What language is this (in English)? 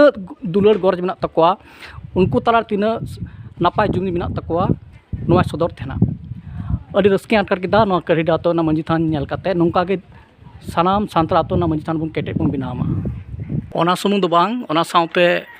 Santali